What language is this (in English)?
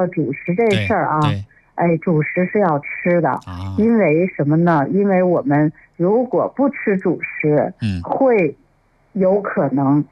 Chinese